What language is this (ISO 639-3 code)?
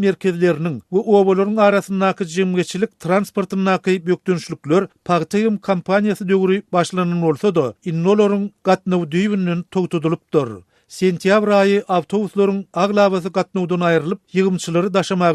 tuk